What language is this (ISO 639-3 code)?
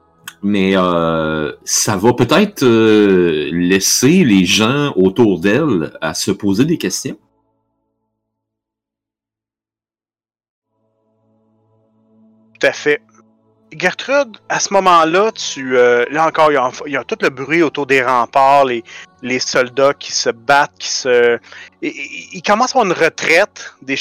fra